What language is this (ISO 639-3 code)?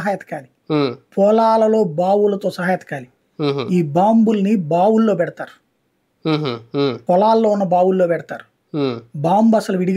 tel